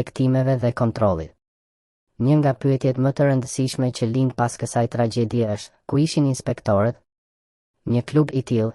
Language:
Albanian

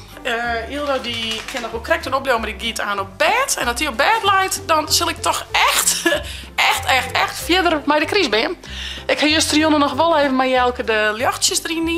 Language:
Western Frisian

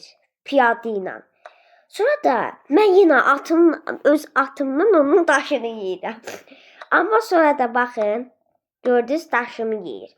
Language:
Azerbaijani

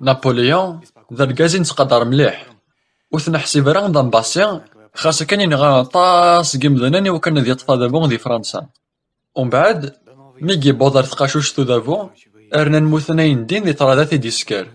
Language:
Kabyle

